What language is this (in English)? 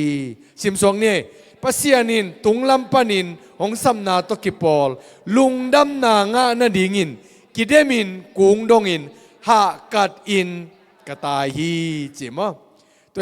Tedim Chin